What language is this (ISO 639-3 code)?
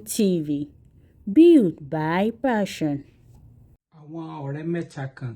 yor